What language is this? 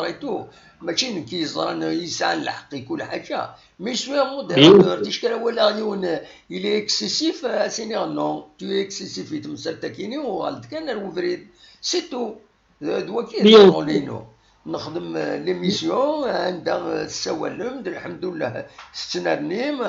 Kabyle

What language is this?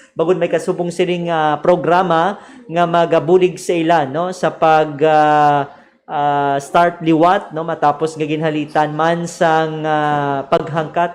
Hiligaynon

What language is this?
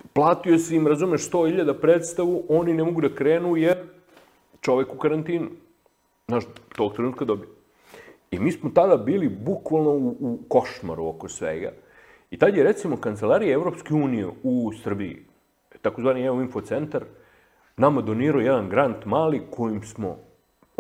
Serbian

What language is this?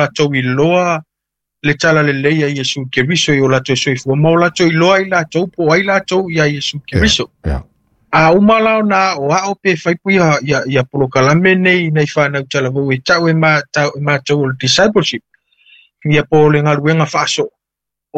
Samoan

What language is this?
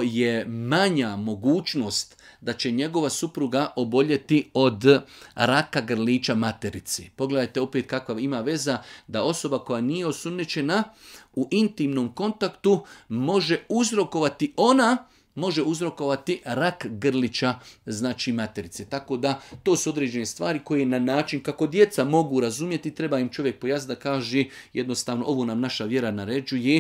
Bosnian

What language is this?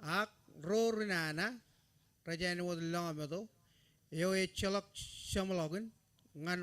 Marshallese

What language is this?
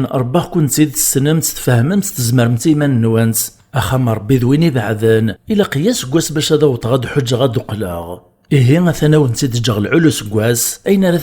Kabyle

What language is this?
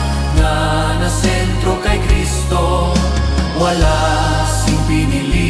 Hiligaynon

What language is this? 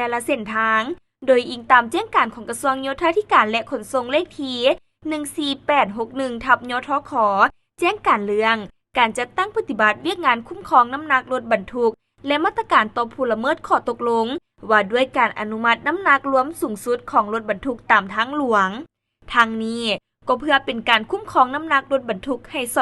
Lao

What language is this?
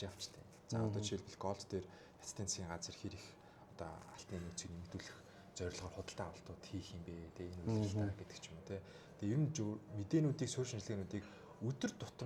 Mongolian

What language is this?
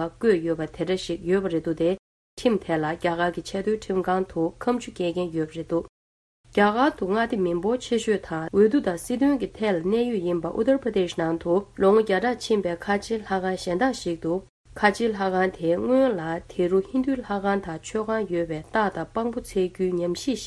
Tibetan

